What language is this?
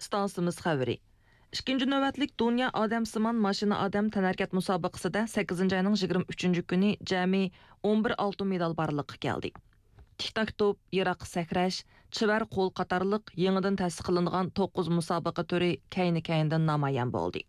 Uyghur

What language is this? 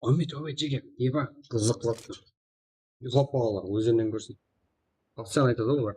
Kara-Kalpak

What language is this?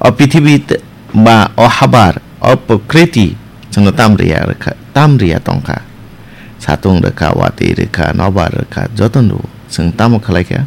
Kok Borok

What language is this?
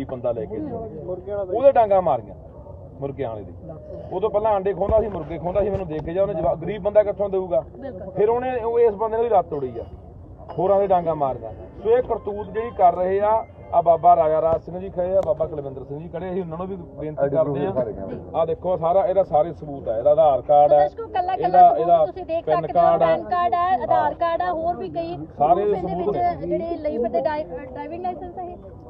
Punjabi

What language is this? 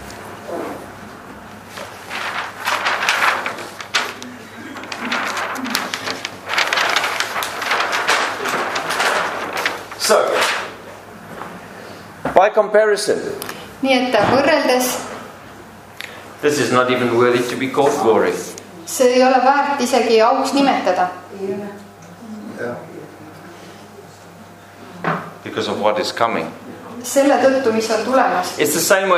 Estonian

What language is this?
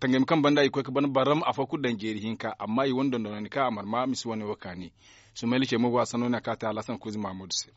Zarma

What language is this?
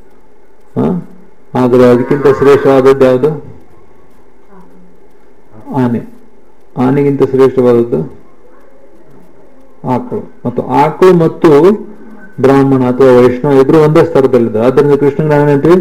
Kannada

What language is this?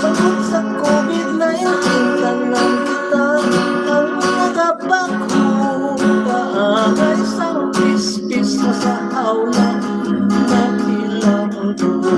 Hiligaynon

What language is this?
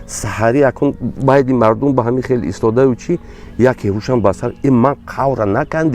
Tajik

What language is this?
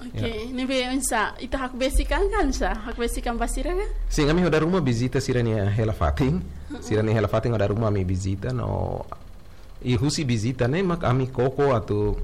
Tetum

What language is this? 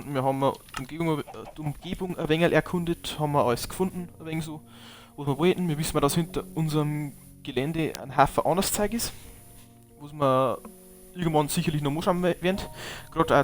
Bavarian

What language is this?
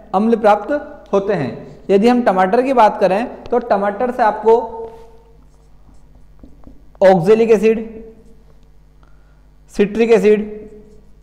Hindi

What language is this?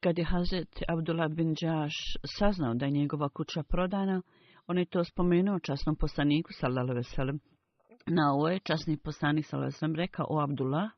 Bosnian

